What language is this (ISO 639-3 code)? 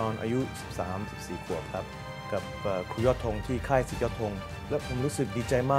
tha